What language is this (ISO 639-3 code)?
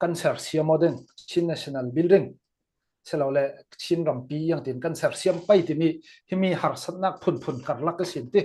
cfm